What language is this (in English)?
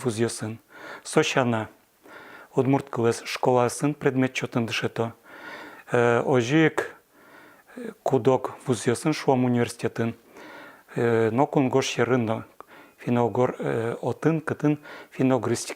Udmurt